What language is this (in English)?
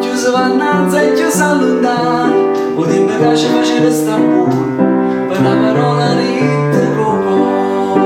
Neapolitan